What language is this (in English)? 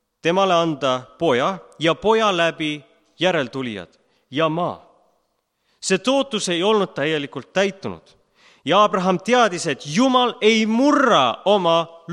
Estonian